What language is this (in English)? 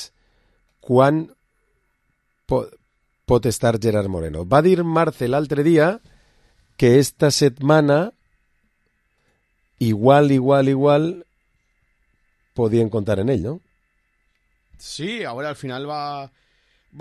Catalan